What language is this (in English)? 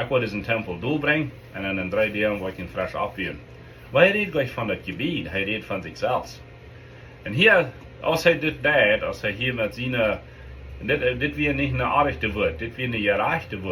Plautdietsch